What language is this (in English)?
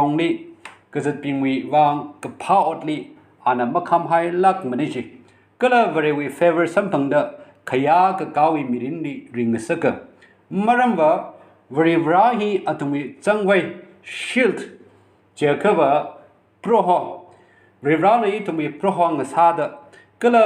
Tangkhul Naga (India)